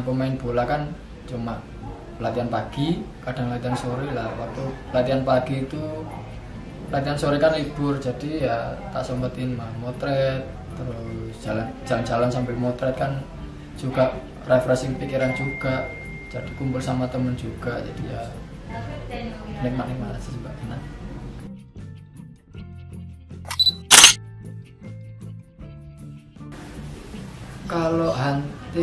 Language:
Indonesian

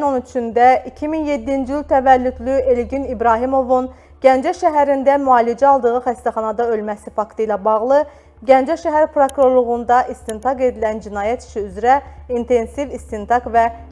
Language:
Azerbaijani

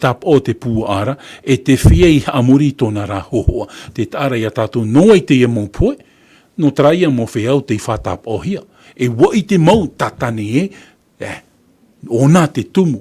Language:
Tahitian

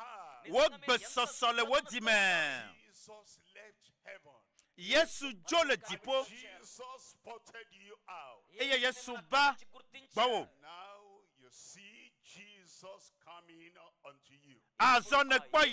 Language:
Ewe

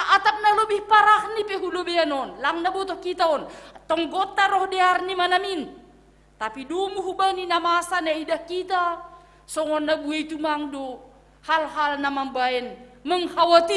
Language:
Batak Simalungun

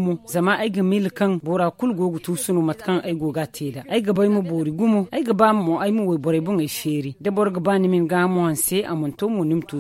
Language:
Zarma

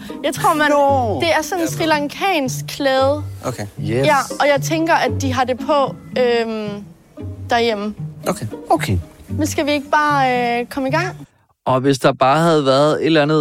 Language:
Danish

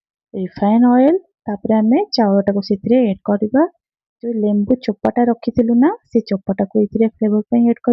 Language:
Odia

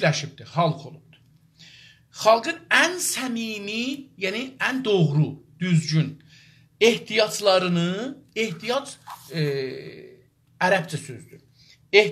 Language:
South Azerbaijani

